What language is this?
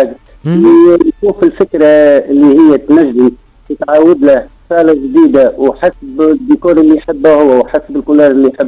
Tunisian Arabic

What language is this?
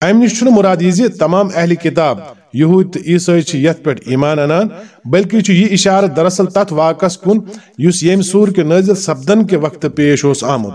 Kashmiri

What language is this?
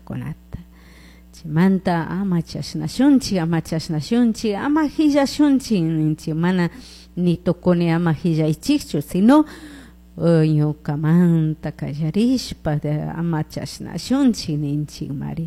Chimborazo Highland Quichua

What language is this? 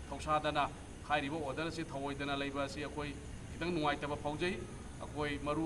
Manipuri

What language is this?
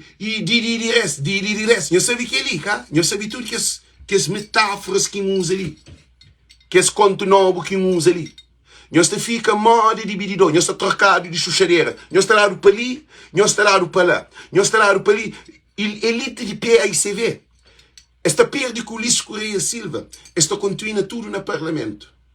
Kabuverdianu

